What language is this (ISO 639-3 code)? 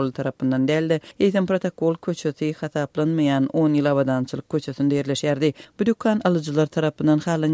tuk